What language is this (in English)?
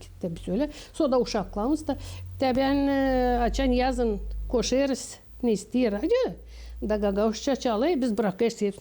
Gagauz